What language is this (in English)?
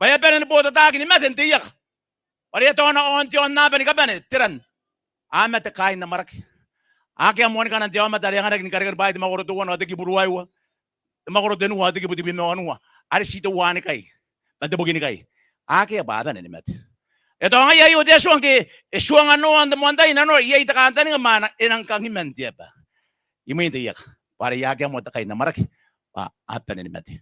Gilbertese